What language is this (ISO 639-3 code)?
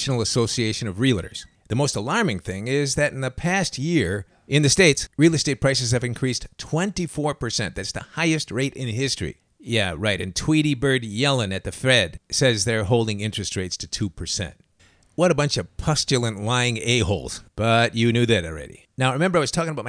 eng